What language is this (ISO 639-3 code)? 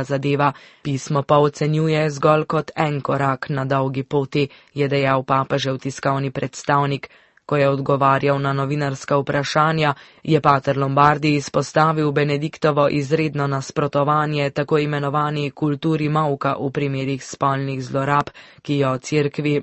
slv